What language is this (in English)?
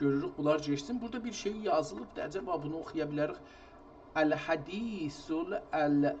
South Azerbaijani